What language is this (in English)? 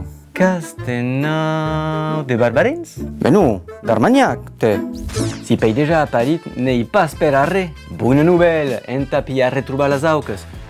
Occitan